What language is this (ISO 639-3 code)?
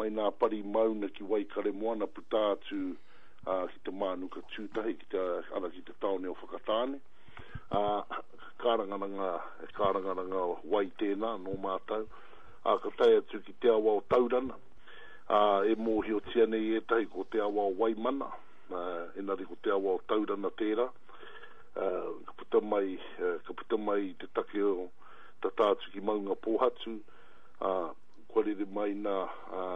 mri